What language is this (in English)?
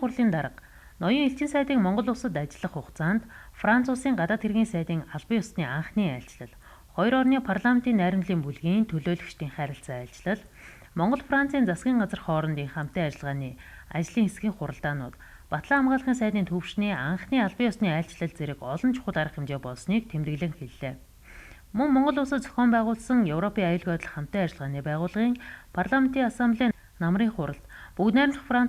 Mongolian